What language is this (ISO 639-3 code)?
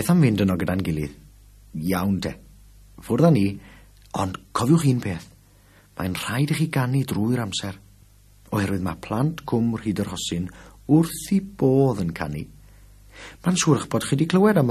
cym